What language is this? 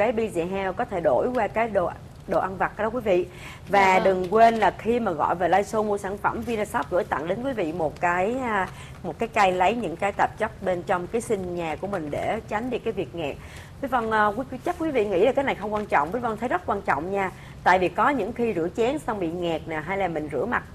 Vietnamese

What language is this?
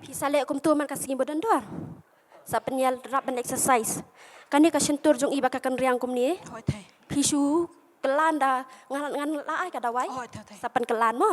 Khasi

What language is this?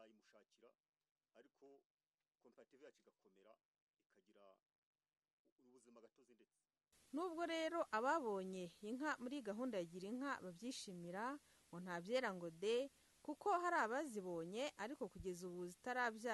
Kinyarwanda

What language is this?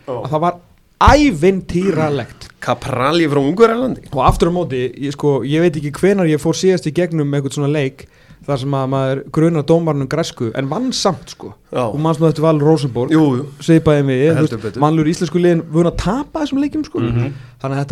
Icelandic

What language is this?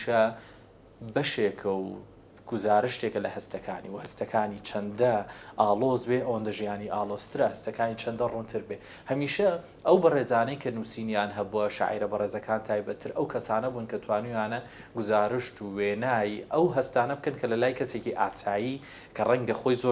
Central Kurdish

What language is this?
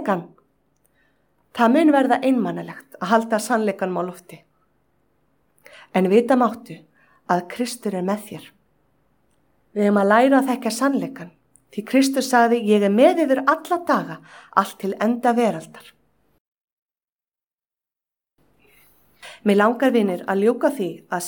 Icelandic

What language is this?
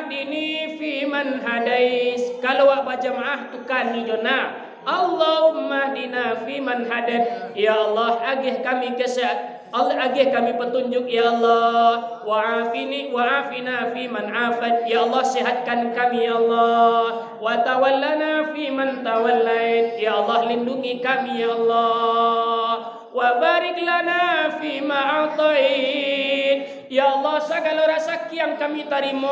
Minangkabau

